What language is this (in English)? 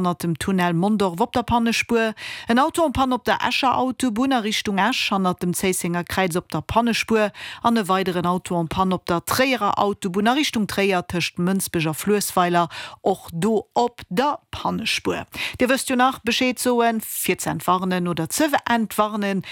Luxembourgish